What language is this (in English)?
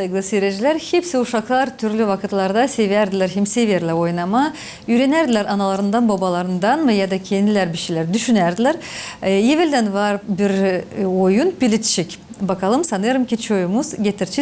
Gagauz